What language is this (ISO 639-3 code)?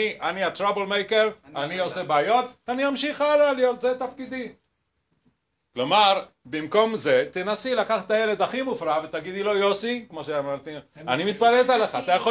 heb